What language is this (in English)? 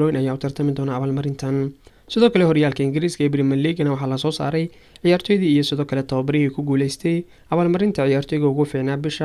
Somali